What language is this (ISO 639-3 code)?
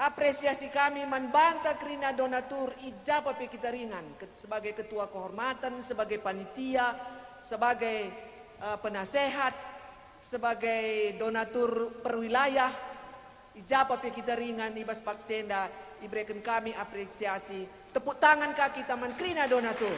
btx